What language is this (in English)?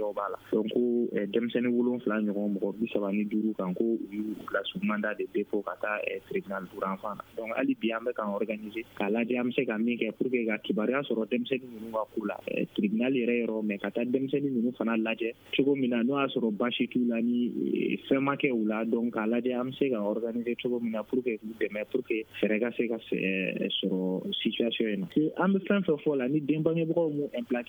Bambara